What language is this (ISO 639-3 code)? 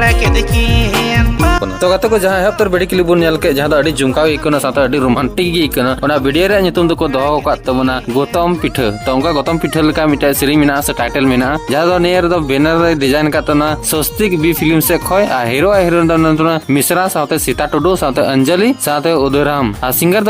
sat